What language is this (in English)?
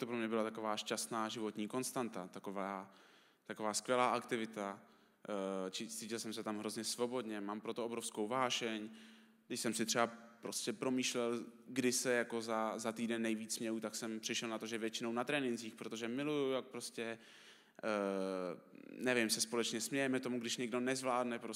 Czech